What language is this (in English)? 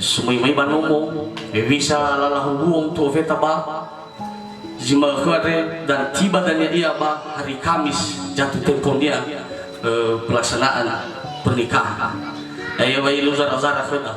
Nias